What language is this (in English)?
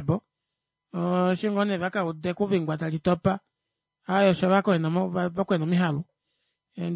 Kuanyama